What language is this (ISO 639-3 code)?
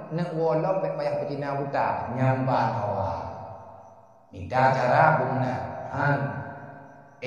ace